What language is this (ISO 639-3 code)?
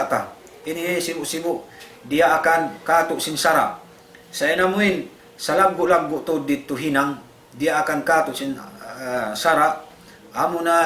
tsg